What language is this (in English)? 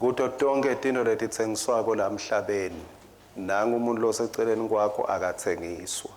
Swati